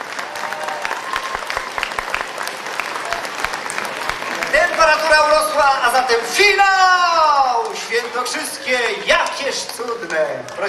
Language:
Polish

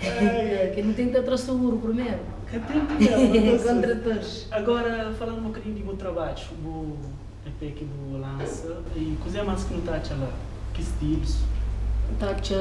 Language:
Kabuverdianu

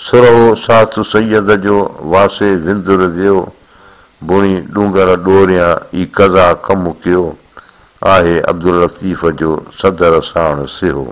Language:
Sindhi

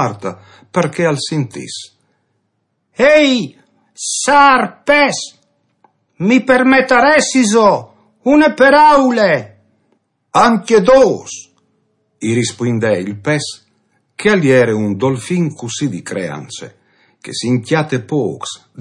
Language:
Friulian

